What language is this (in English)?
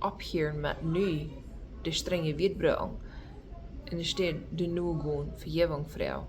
Plautdietsch